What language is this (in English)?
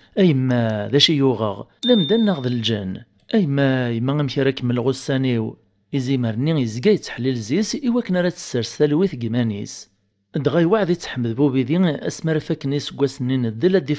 Kabyle